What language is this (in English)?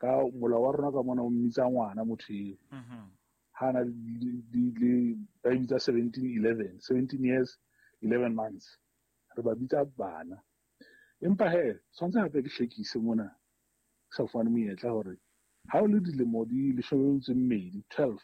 Southern Sotho